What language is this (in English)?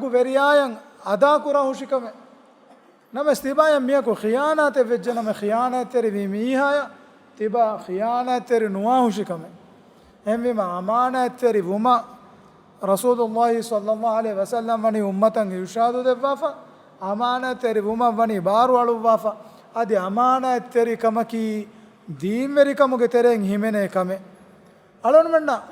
Divehi